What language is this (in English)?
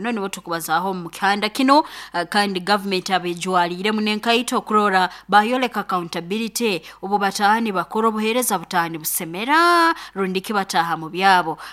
Nyoro